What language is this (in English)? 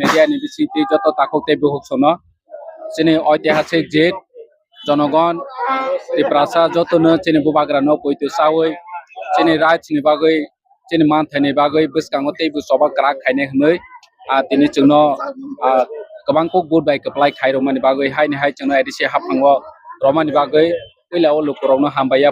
Kok Borok